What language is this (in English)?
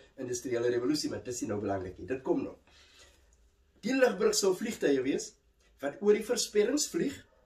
Afrikaans